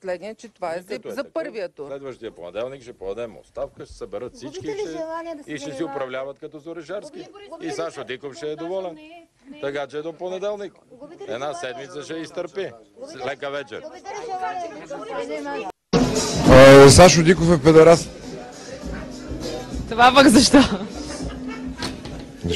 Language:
Bulgarian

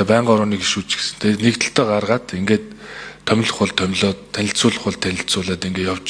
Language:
Mongolian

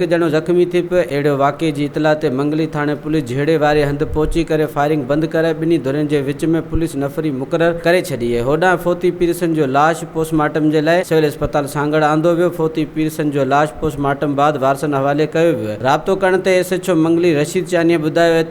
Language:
Sindhi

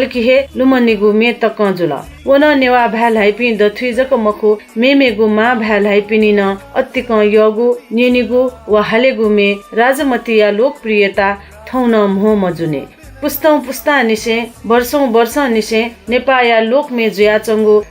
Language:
Newari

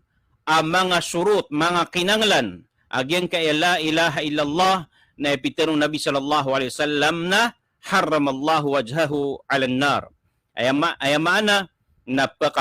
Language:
Maranao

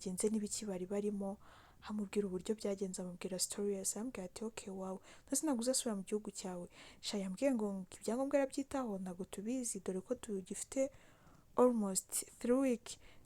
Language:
Kinyarwanda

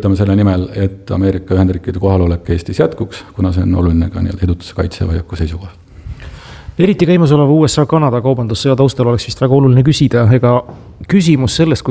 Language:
Estonian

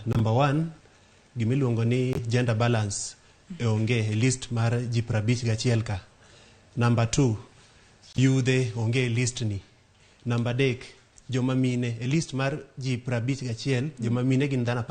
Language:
Luo (Kenya and Tanzania)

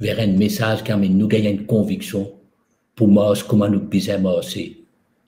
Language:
Morisyen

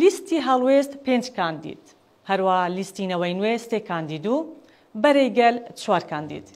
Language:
Central Kurdish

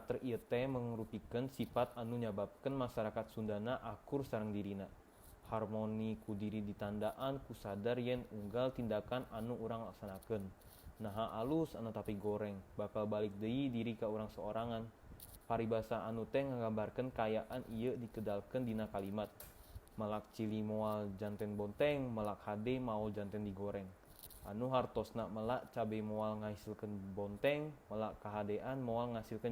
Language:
Sundanese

